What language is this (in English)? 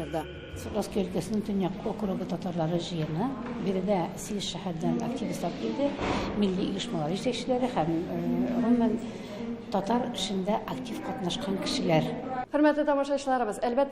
Tatar